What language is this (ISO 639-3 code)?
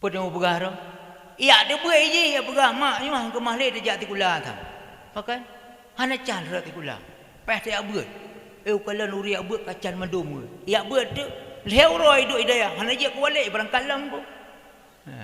ace